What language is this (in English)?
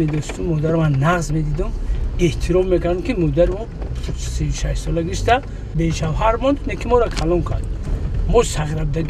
Tajik